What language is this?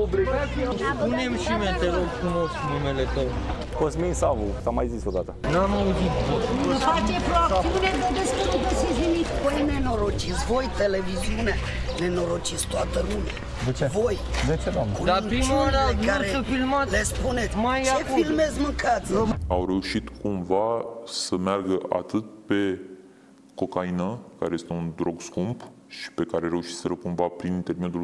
Romanian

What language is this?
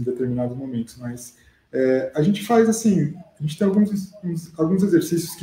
Portuguese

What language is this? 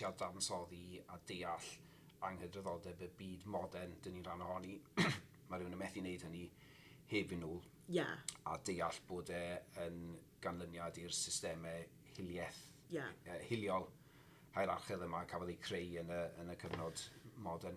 Welsh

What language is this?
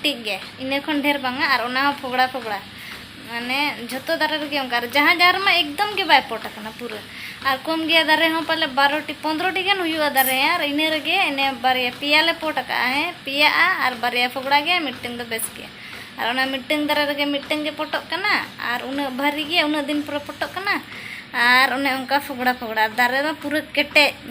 Santali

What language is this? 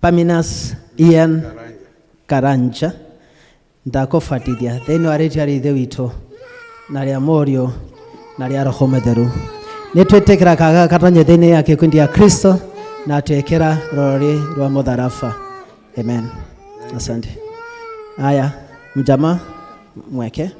Kikuyu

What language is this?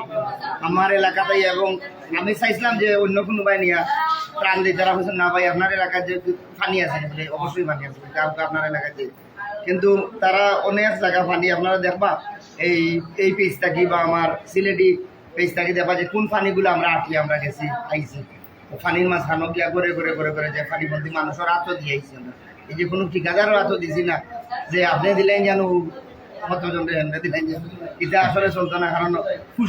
Sylheti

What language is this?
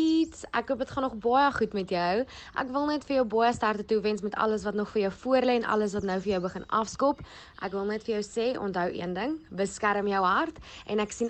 Afrikaans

